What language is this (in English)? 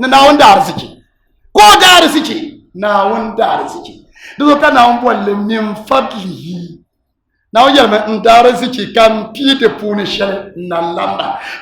Dagbani